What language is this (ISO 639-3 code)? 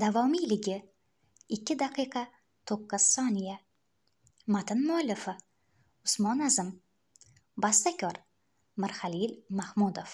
uzb